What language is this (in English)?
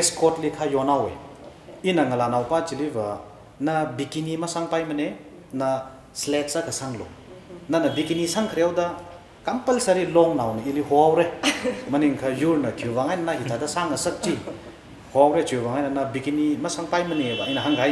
Tangkhul Naga (India)